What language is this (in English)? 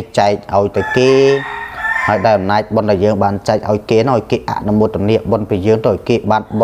Khmer